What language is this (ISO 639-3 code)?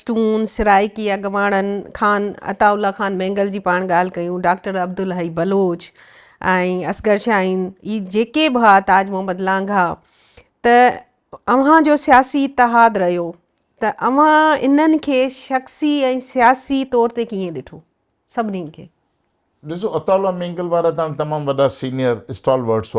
snd